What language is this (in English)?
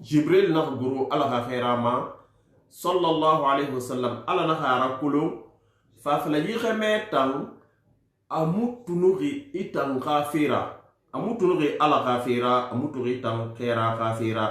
Susu